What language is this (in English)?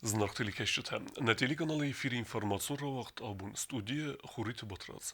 Ossetic